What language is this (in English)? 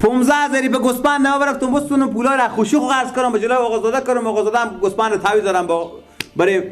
Persian